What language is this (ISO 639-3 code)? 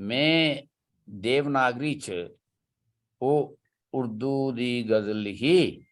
doi